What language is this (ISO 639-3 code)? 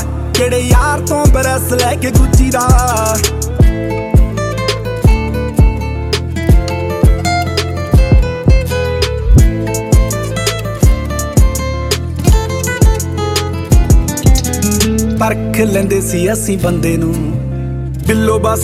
pan